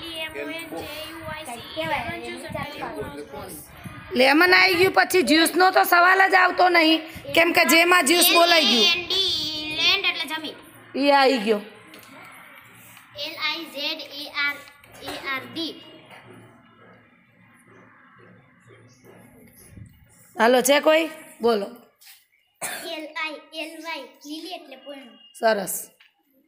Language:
Gujarati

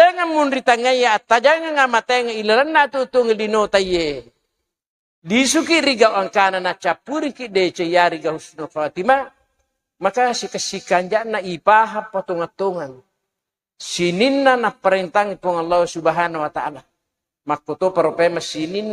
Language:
Buginese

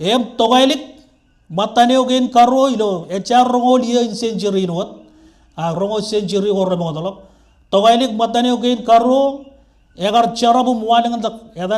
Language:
Marshallese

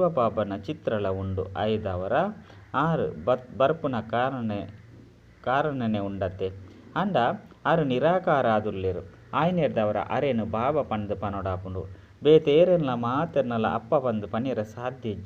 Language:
Tulu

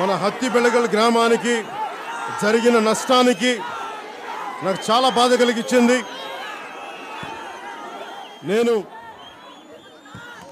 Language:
Telugu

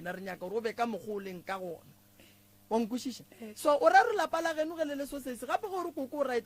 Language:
Northern Sotho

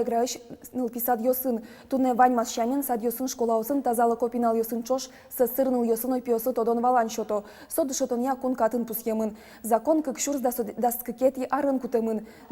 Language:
Udmurt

